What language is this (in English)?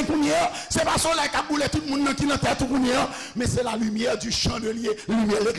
Haitian Creole